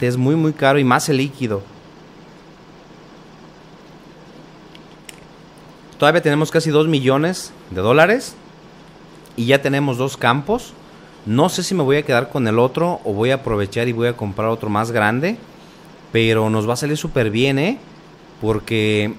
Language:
Spanish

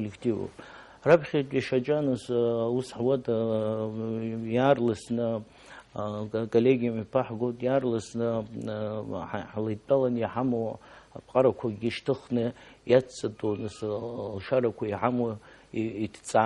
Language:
Abkhazian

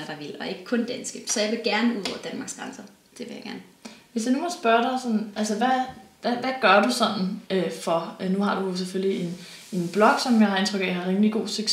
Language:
Danish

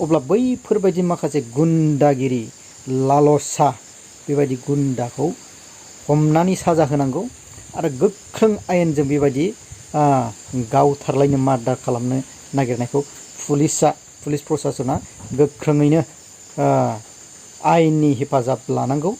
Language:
Bodo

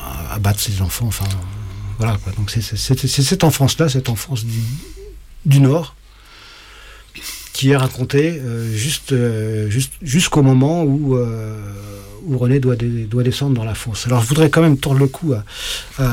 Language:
French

